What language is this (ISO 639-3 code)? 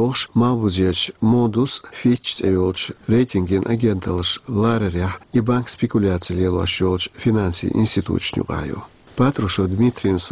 che